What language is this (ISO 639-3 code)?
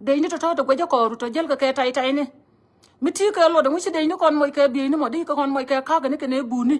nus